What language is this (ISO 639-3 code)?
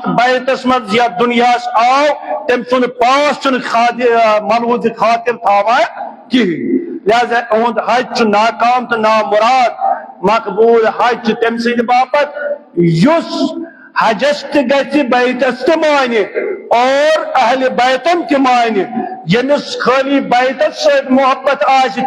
kas